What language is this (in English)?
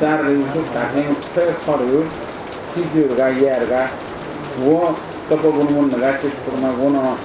Newari